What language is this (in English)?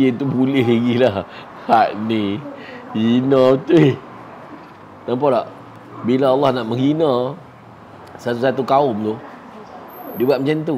Malay